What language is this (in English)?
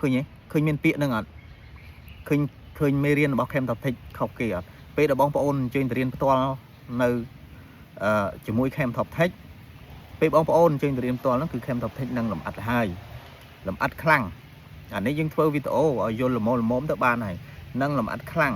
Khmer